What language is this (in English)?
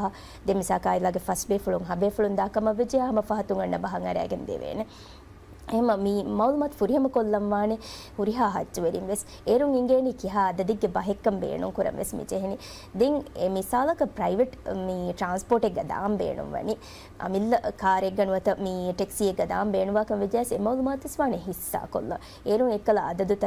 Divehi